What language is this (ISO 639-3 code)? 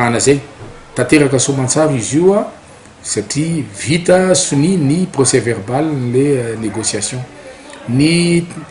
mlg